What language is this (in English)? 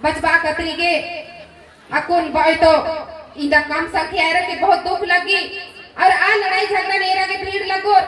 Kurukh